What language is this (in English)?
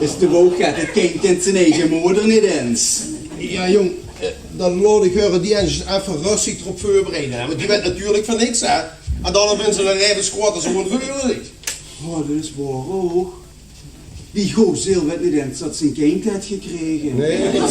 Limburgish